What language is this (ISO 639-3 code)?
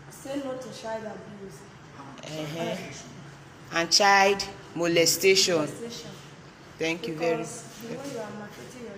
pcm